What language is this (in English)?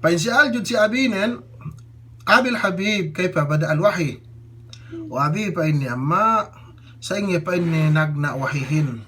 Yakan